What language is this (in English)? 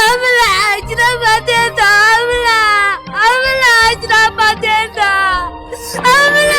Tibetan